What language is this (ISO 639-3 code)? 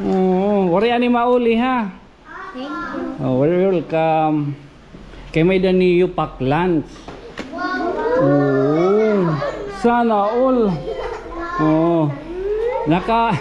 war